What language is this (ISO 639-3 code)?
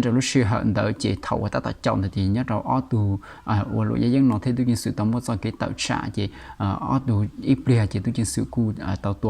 hmn